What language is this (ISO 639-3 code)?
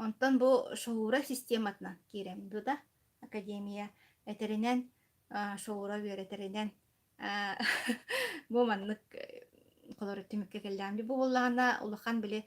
sah